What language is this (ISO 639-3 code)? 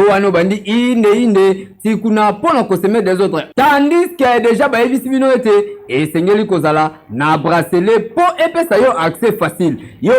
lin